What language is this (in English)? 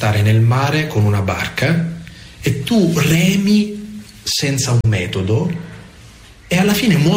Italian